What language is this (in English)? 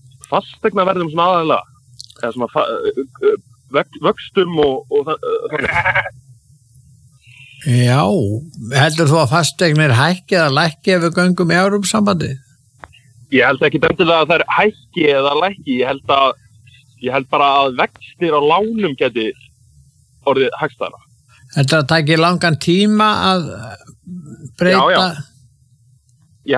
Icelandic